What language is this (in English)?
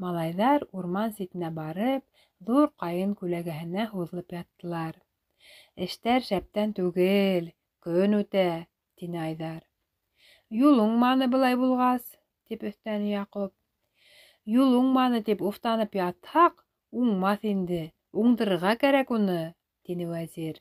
Bashkir